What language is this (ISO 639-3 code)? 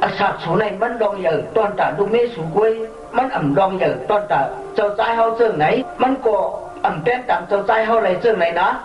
shn